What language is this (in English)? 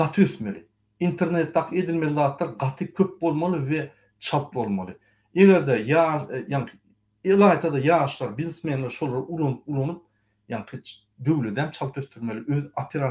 Turkmen